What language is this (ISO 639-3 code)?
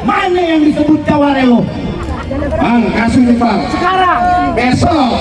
bew